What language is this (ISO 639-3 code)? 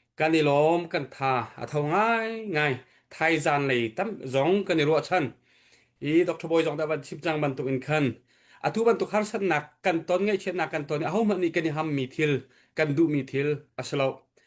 cnh